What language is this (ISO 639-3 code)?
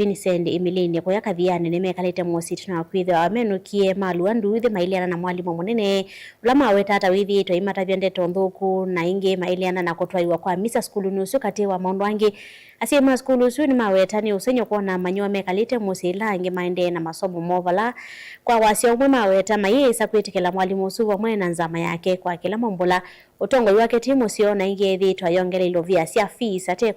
kam